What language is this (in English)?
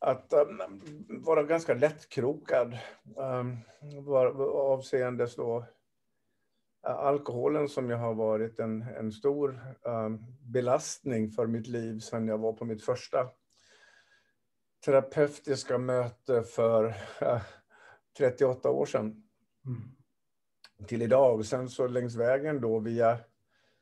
Swedish